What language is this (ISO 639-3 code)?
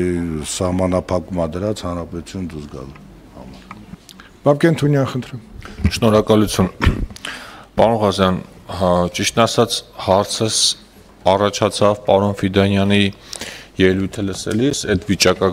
hye